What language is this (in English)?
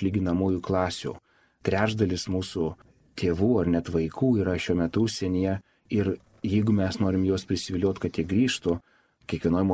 Lithuanian